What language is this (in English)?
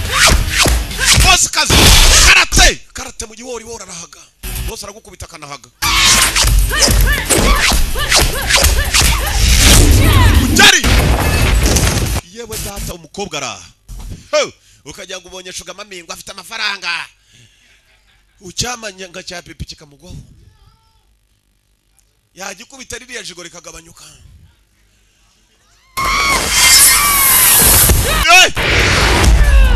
Kinyarwanda